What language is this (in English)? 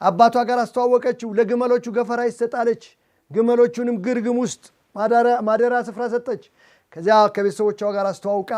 Amharic